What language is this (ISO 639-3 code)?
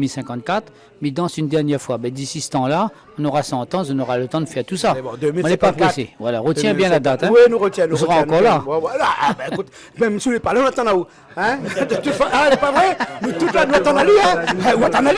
rcf